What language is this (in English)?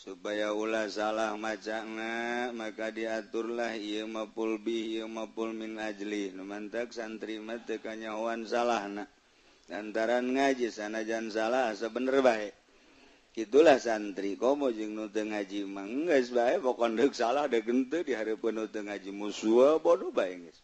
Sundanese